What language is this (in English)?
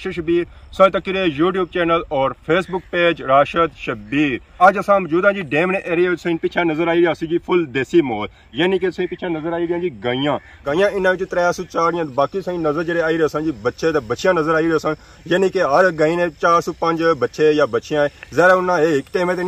Pahari-Potwari